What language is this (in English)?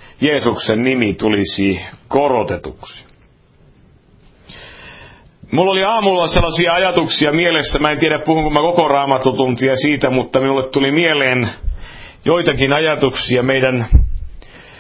Finnish